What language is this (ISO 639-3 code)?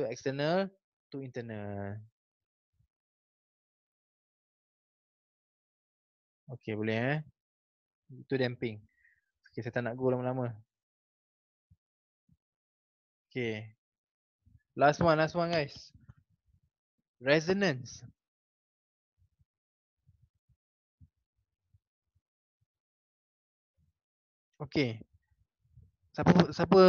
msa